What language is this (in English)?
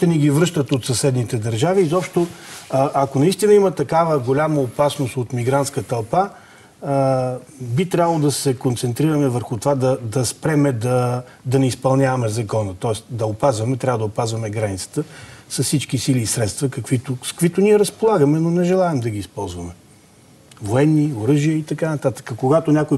Bulgarian